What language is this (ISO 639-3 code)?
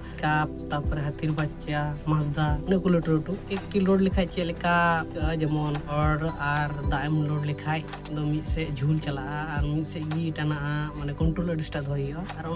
sat